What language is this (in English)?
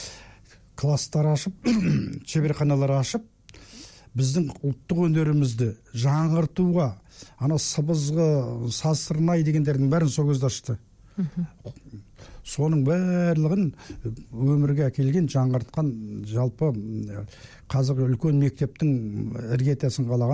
Kazakh